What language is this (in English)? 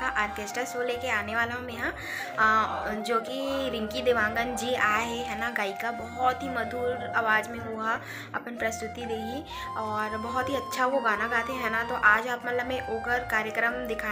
Chhattisgarhi